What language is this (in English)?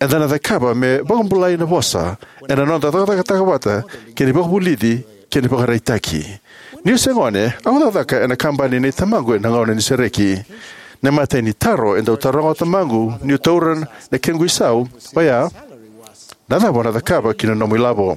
Fijian